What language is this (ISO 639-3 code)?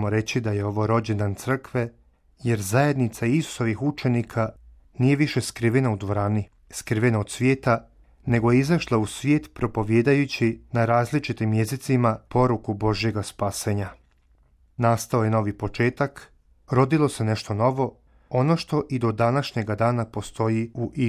hrv